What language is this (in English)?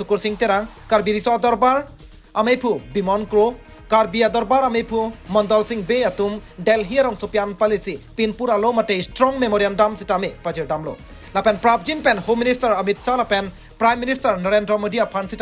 Karbi